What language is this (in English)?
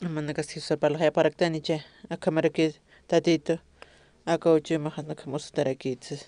Aymara